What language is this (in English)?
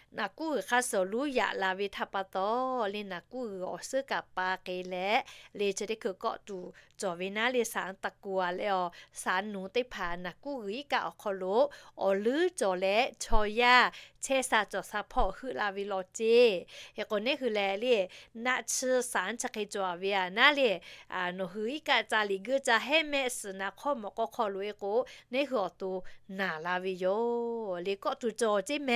Lahu